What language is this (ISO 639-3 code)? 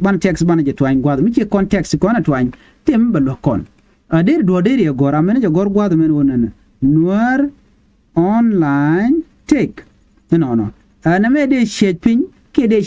nus